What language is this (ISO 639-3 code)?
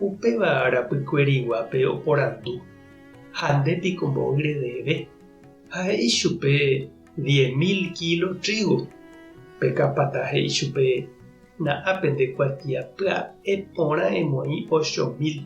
grn